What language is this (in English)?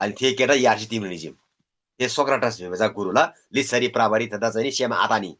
Eastern Tamang